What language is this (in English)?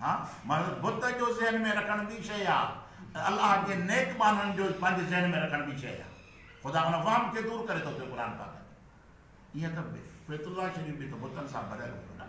Sindhi